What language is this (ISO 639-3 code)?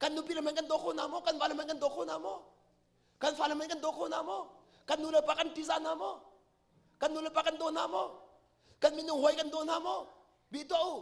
cnh